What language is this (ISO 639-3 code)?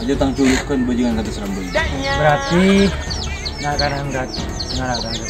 mad